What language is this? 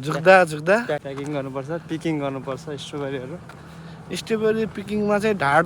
Nepali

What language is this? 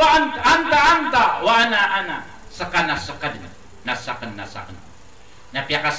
Maranao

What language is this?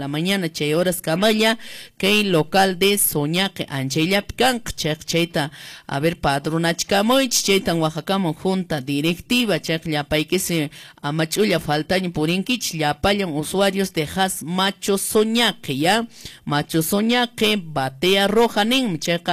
Quechua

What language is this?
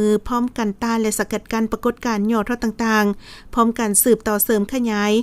Lao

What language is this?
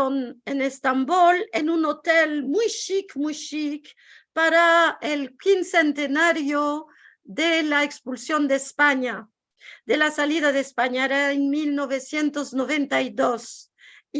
Ladino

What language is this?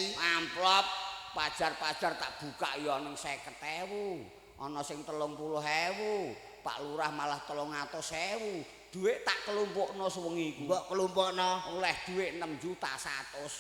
Javanese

